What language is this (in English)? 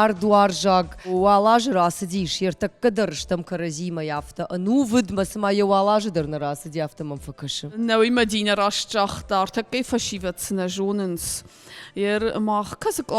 Ossetic